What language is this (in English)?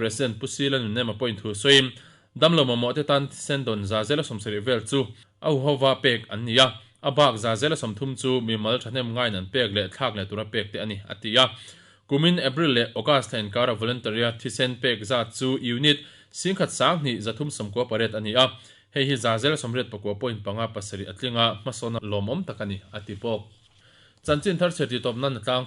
Mizo